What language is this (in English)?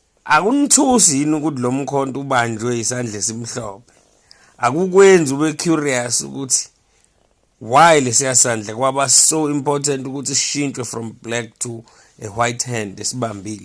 Zulu